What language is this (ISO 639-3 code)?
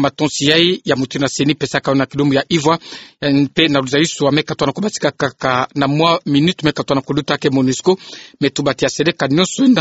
ktu